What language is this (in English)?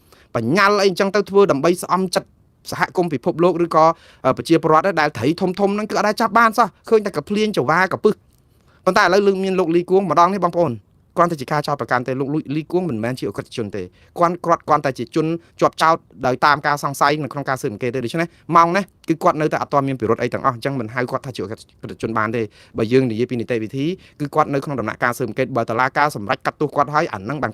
Khmer